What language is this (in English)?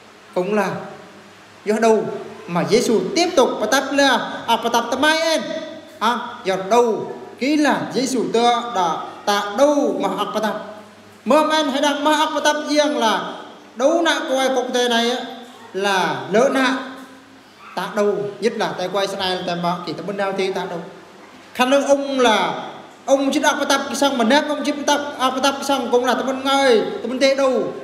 Eastern Bru